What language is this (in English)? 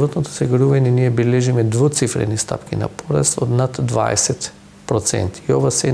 Macedonian